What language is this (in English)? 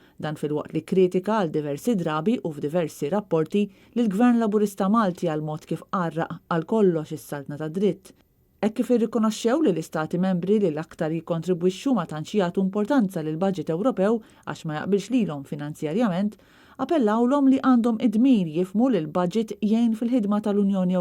Maltese